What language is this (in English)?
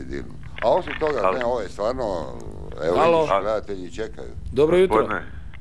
Croatian